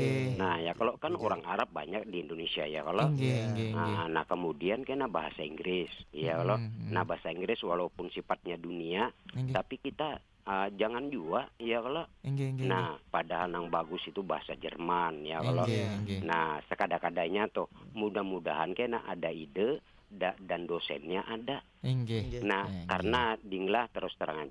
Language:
Banjar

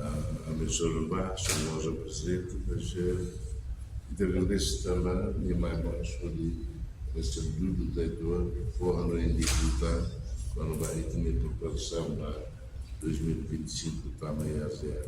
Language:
Tetum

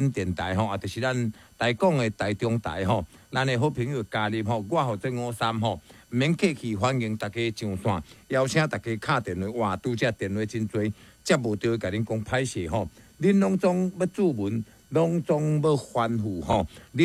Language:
Min Nan Chinese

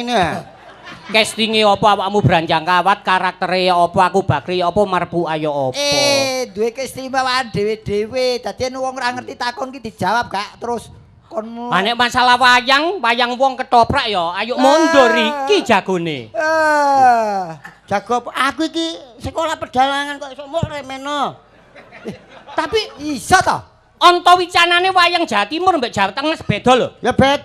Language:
Javanese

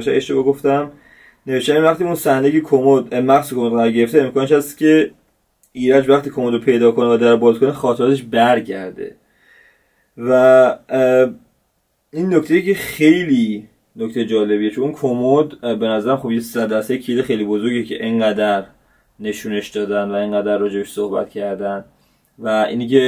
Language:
Persian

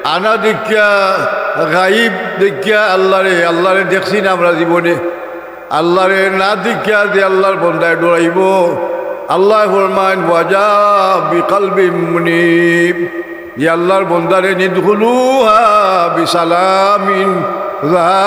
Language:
Sylheti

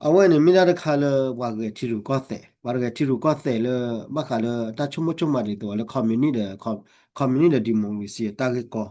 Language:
S'gaw Karen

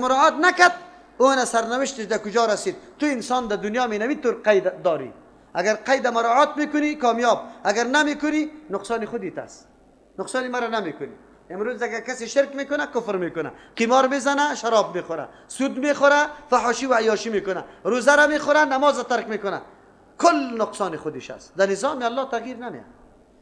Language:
Persian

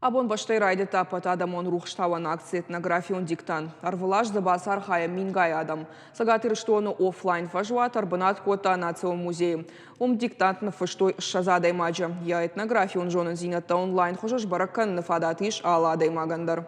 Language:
Ossetic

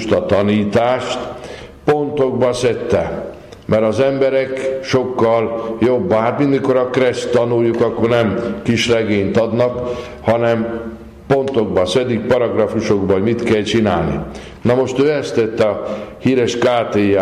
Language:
Hungarian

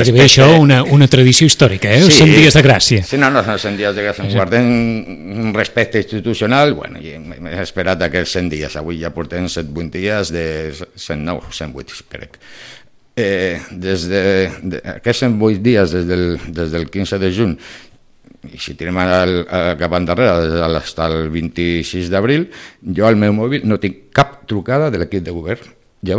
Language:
Catalan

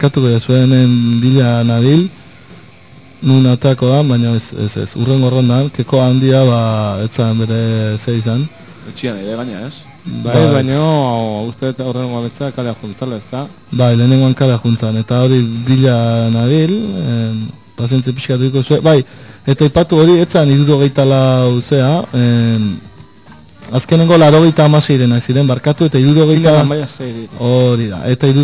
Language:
Basque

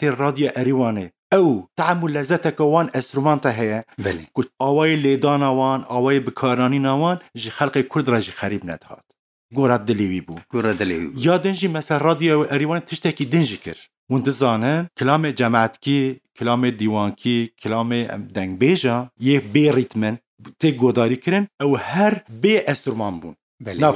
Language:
Kurdish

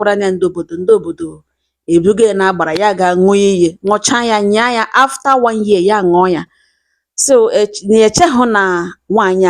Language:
Igbo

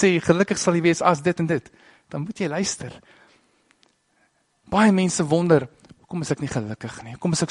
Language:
Afrikaans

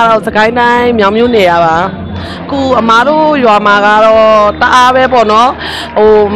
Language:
Burmese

